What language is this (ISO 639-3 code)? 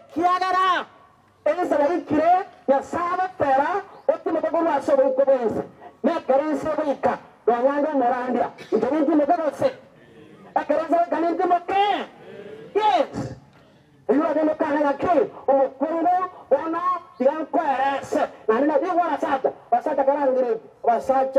guz